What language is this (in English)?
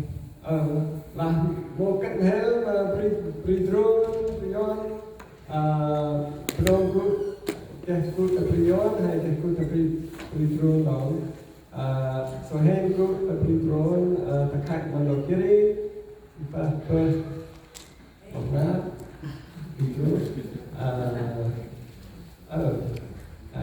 Central Mnong